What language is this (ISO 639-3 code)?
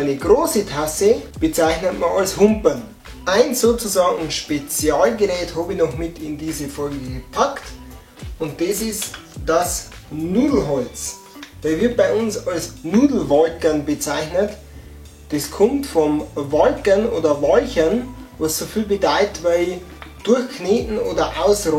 bar